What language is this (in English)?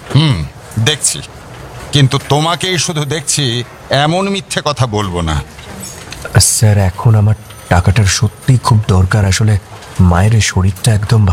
Bangla